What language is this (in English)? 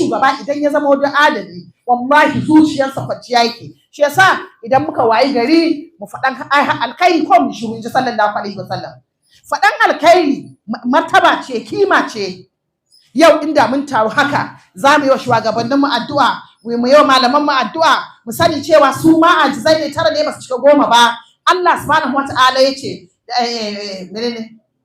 Hausa